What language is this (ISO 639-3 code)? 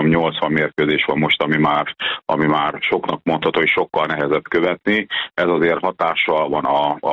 hun